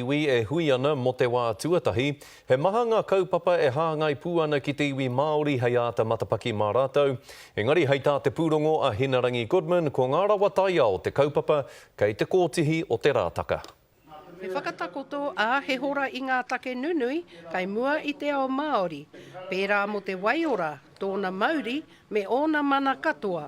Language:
Māori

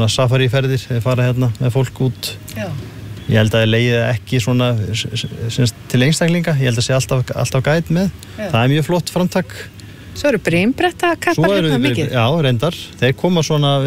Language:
Icelandic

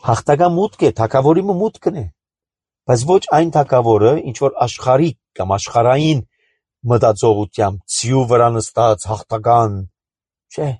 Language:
Armenian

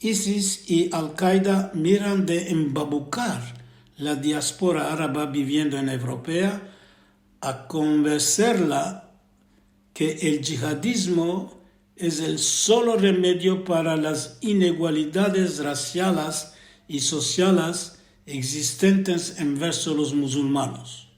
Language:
Ladino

